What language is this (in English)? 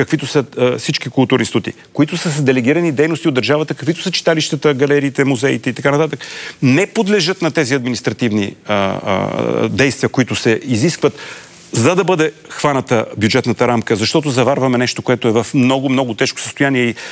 Bulgarian